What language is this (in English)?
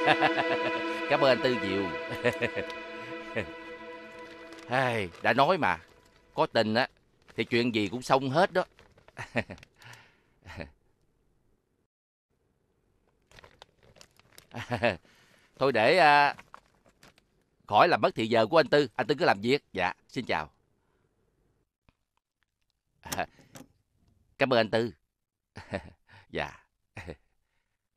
Vietnamese